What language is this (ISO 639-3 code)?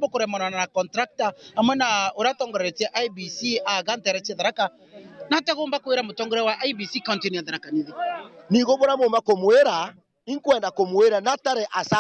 mer